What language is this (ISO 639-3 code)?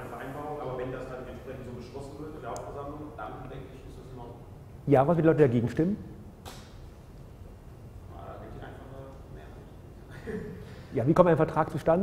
deu